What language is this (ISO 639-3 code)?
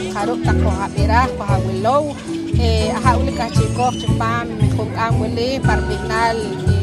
poh